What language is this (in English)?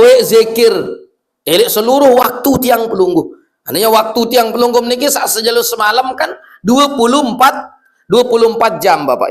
Sasak